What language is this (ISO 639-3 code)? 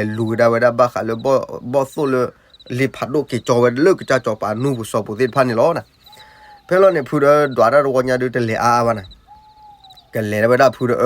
ksw